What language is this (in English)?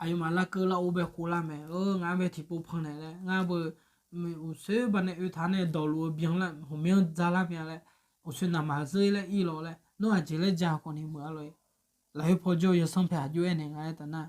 Akha